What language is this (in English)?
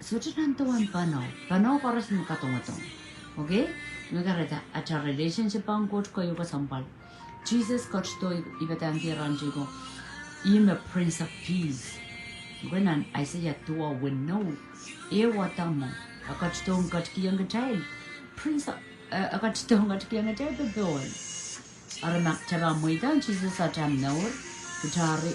Pohnpeian